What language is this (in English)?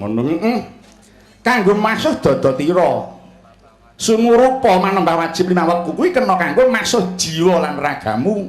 Javanese